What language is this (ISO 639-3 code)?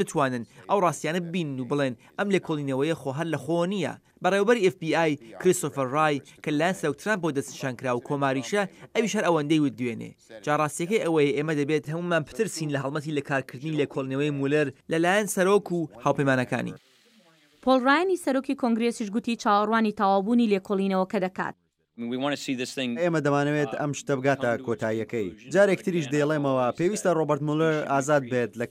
ckb